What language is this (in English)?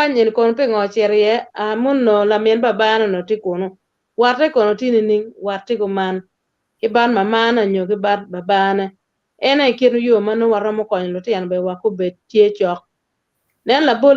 Acoli